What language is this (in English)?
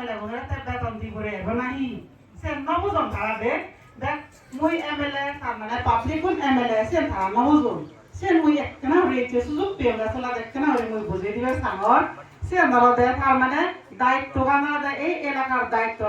Chakma